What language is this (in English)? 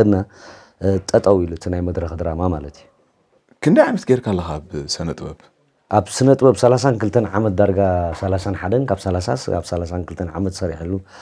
Tigrinya